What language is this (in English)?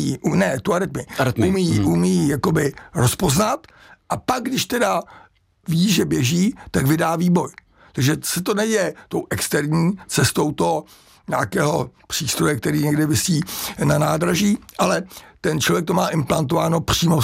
Czech